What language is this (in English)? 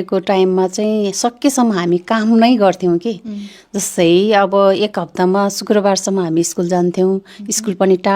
Nepali